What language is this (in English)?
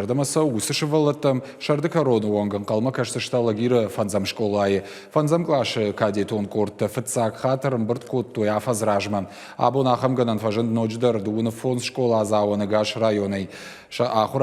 Ossetic